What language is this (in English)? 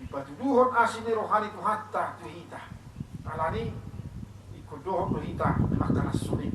Batak Toba